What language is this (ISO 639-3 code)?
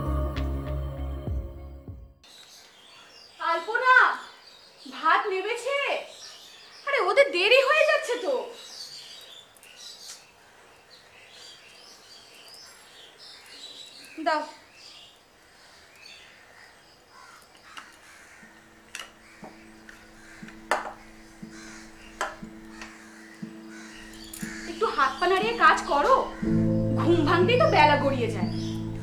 ben